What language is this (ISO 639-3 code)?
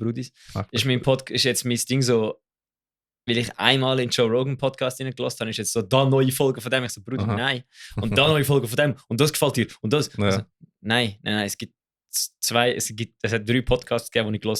gsw